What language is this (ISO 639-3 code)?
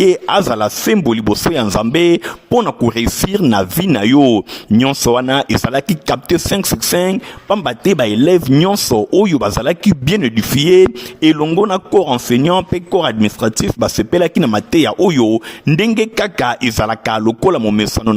lin